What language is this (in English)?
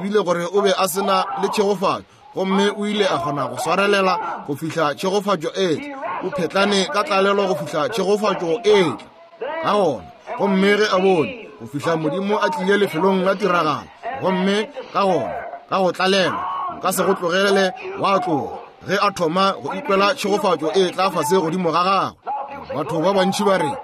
Northern Sotho